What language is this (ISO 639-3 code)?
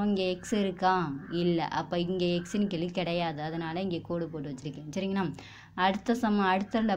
tam